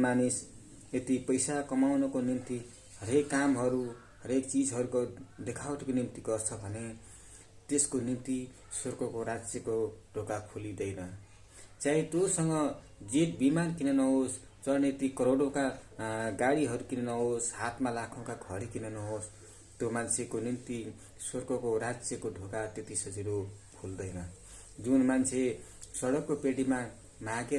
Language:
Nepali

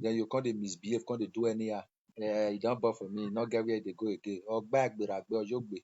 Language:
Nigerian Pidgin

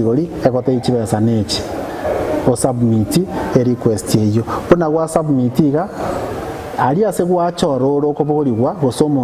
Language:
Gusii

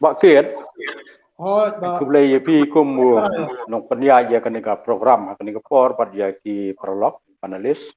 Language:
Khasi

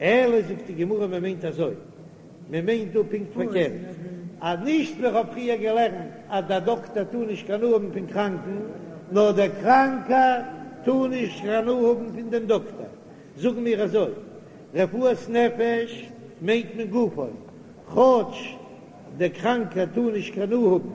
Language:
Yiddish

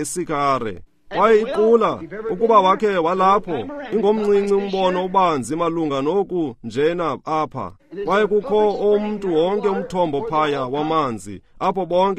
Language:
Xhosa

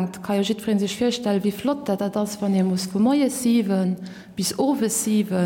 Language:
Luxembourgish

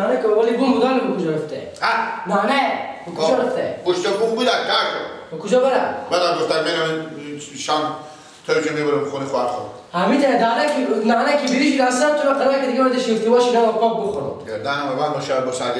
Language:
Persian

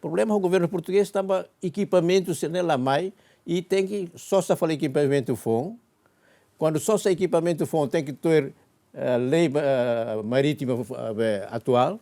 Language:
Tetum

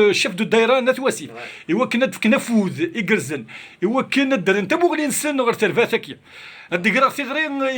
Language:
Kabyle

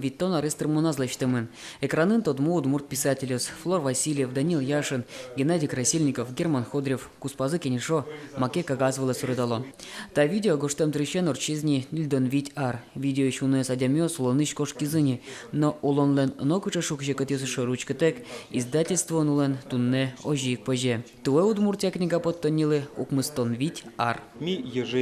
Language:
Udmurt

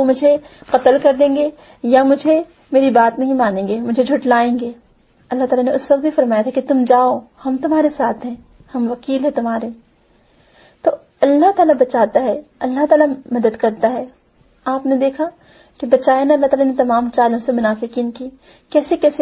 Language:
Urdu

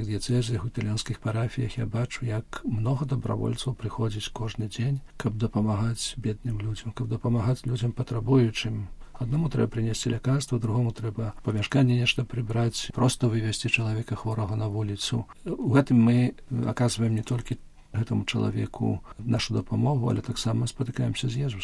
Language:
Belarusian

